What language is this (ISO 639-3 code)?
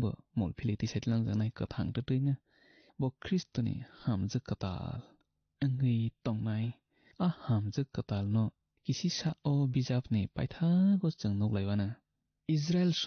trp